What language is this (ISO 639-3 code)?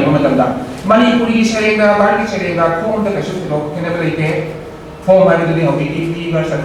mni